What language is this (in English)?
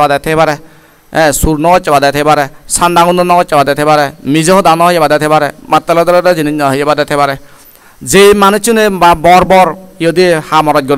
Chakma